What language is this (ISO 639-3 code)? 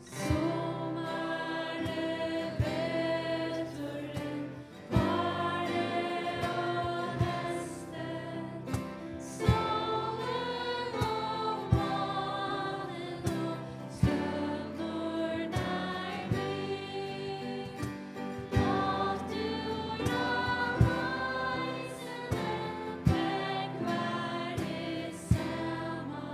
fao